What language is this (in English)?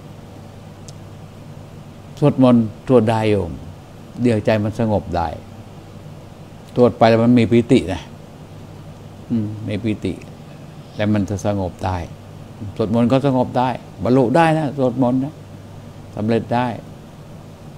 Thai